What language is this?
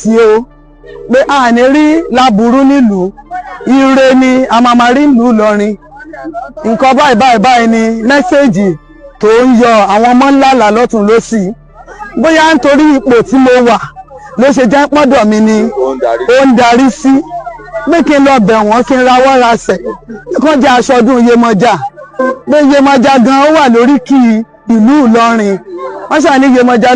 Yoruba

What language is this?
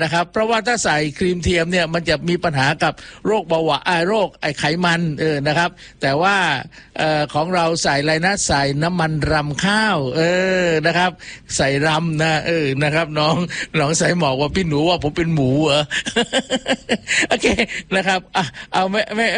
Thai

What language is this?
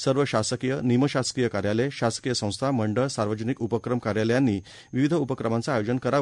Marathi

